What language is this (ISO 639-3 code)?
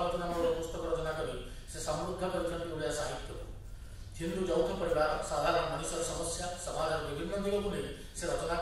ori